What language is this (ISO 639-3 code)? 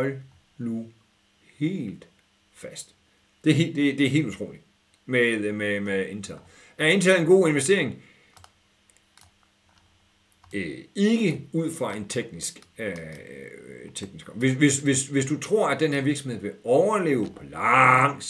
dan